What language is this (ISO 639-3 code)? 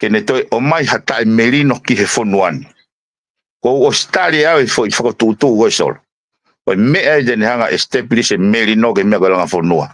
ton